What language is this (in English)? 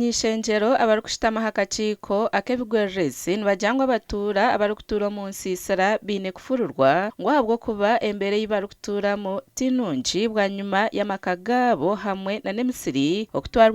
Nyankole